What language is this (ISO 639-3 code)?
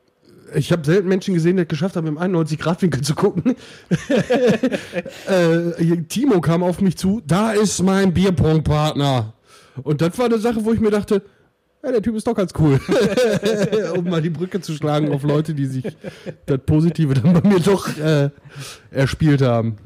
deu